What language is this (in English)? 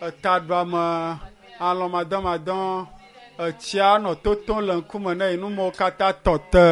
Ewe